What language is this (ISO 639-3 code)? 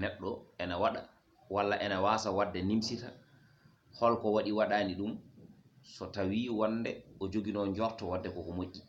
ful